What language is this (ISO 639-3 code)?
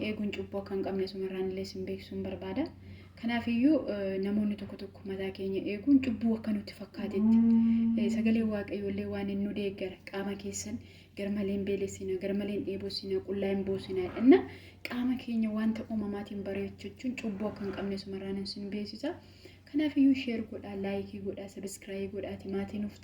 orm